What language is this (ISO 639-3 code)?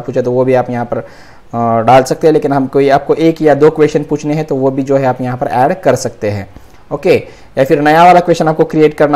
hin